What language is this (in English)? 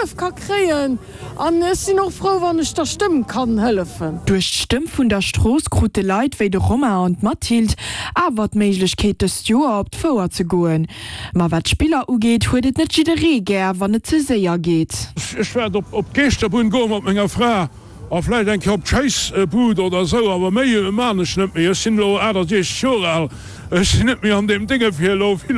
Luxembourgish